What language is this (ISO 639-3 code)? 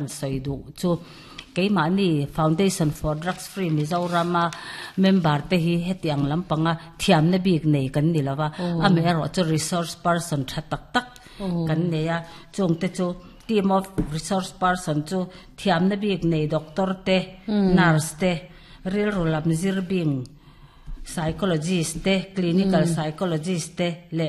lus